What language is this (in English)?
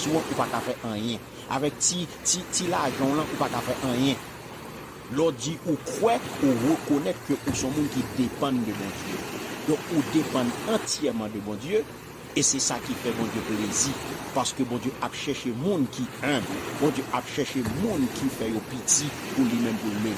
Haitian Creole